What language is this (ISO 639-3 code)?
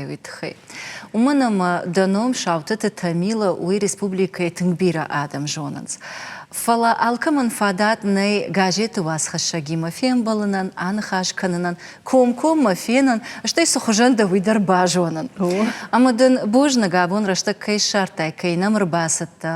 oss